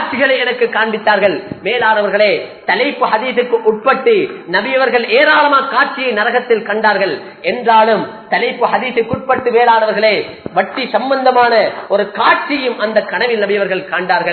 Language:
Tamil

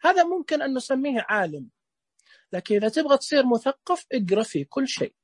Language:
Najdi Arabic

